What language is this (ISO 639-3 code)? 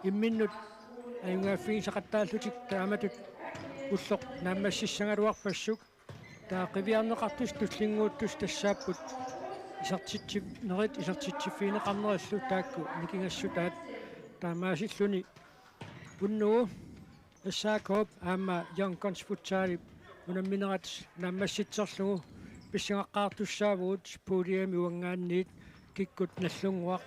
kal